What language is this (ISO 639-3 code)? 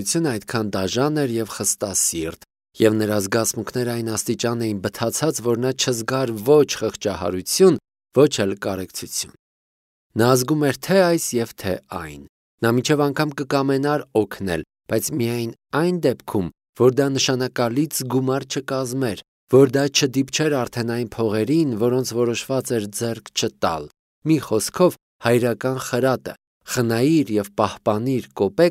hye